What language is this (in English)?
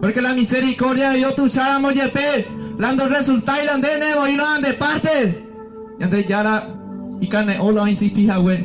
Guarani